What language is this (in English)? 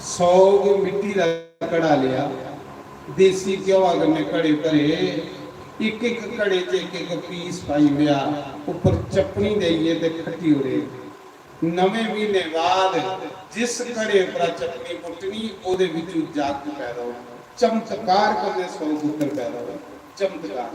Dogri